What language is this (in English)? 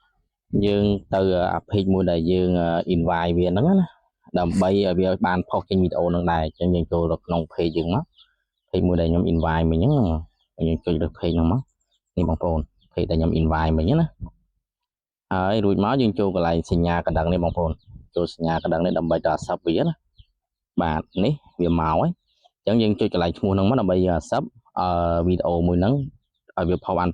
Khmer